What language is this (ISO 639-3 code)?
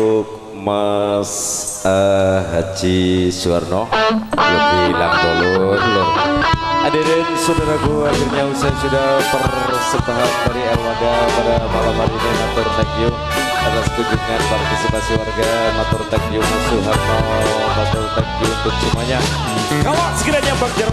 ind